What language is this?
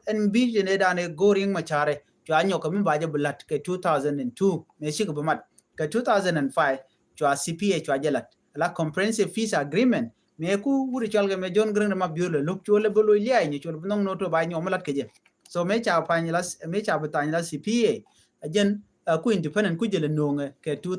Nuer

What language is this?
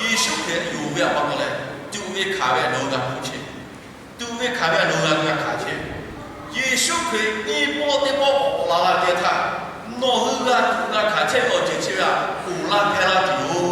Lahu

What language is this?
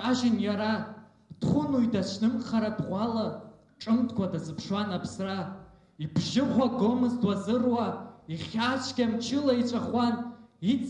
Abkhazian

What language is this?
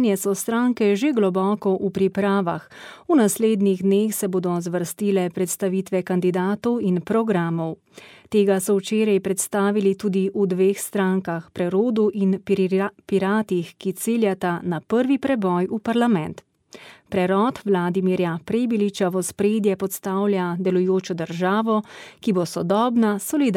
Slovenian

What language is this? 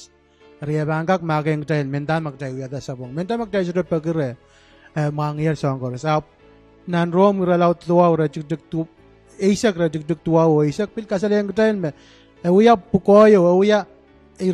Pohnpeian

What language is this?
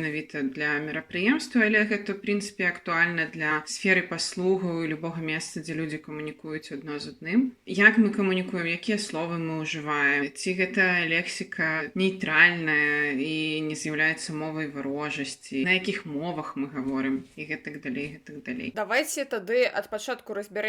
Belarusian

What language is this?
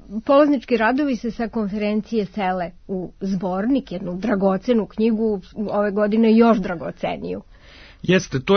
Serbian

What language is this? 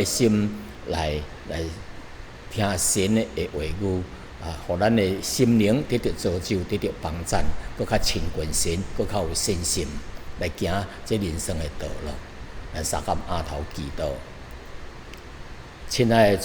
Min Nan Chinese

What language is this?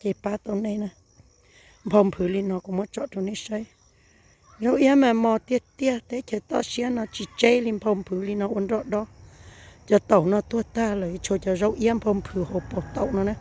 Hmong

